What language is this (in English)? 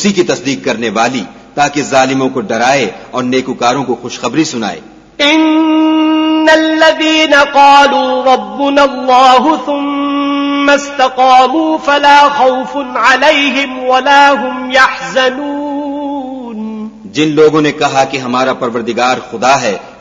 Urdu